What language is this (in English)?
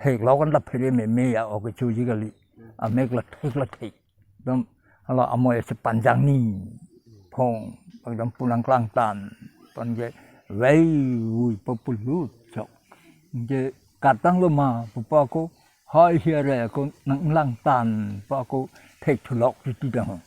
Karbi